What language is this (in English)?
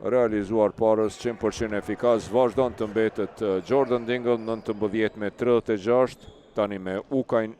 Albanian